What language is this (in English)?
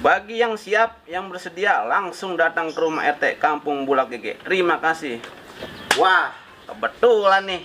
Betawi